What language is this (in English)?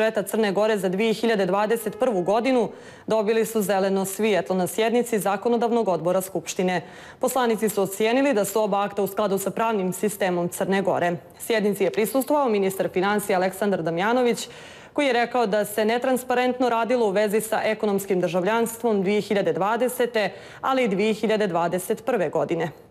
Serbian